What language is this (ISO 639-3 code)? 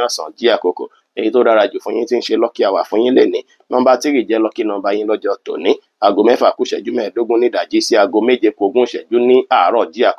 yor